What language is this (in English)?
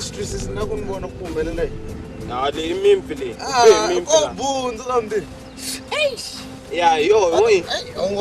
Tsonga